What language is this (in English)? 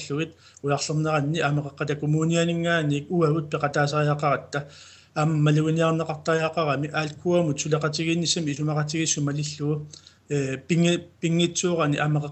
Kalaallisut